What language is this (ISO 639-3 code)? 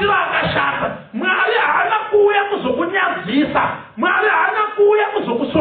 sna